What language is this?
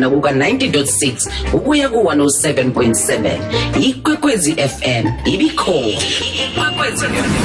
South Ndebele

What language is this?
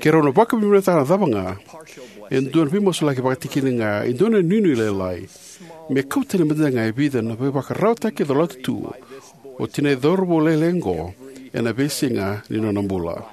Fijian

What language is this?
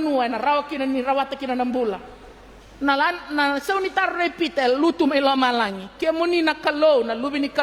Fijian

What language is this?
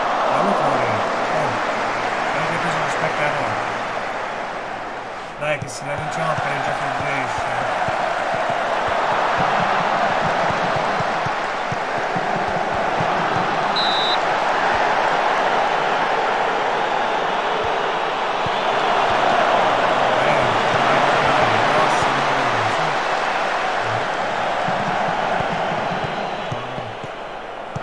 Italian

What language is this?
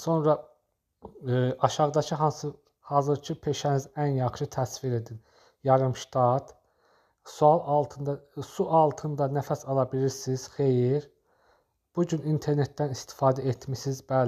Azerbaijani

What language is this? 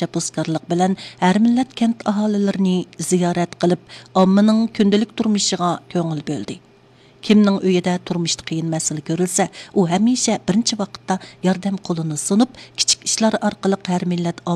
Uyghur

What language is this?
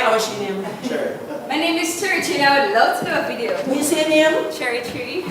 Jamaican Creole English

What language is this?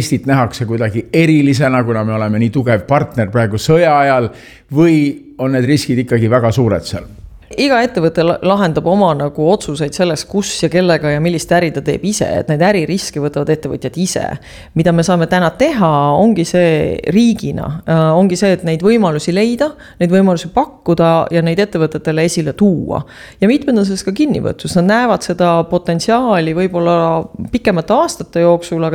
Estonian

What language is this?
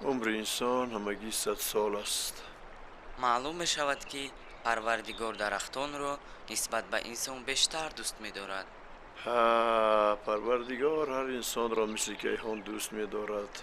Tajik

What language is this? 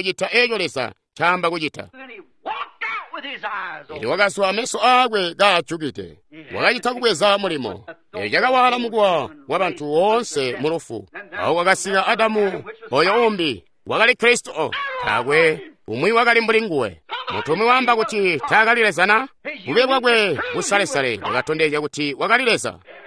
Tonga (Zambia)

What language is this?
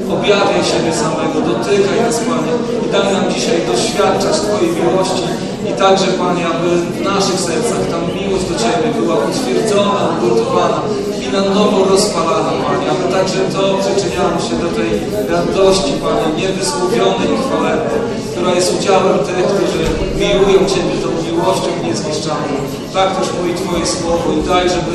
Polish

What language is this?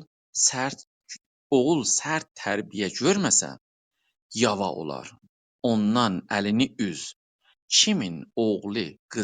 South Azerbaijani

